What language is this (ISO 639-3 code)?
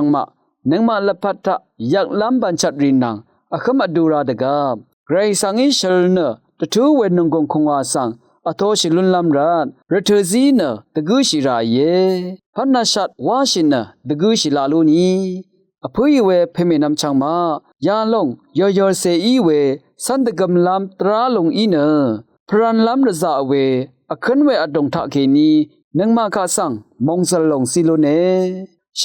raw